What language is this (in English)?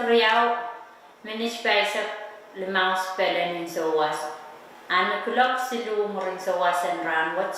Pohnpeian